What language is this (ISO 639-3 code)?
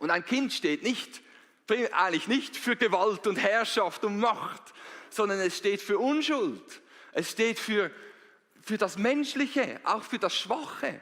gsw